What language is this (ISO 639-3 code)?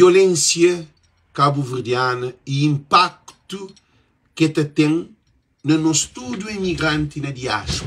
kea